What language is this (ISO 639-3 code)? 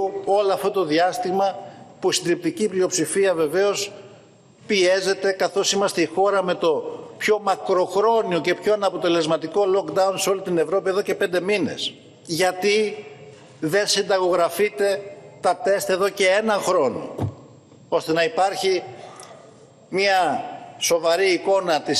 ell